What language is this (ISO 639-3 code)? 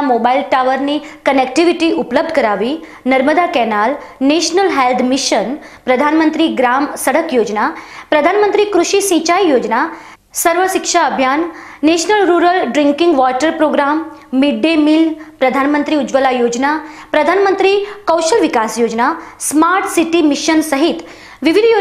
guj